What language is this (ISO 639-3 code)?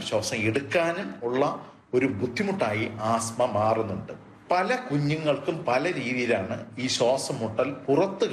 mal